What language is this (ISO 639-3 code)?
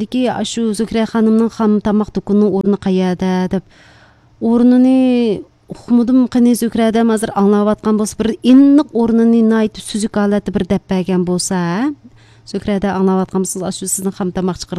uig